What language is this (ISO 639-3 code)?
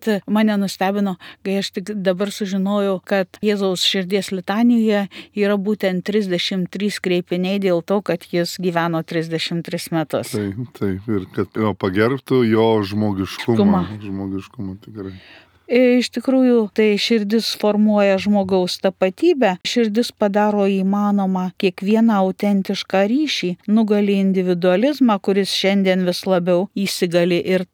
lit